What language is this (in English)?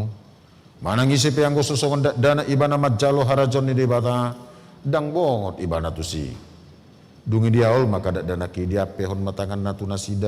Batak Toba